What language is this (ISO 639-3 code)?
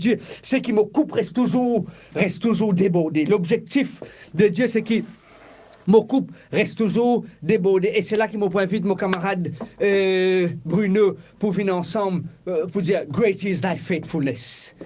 mfe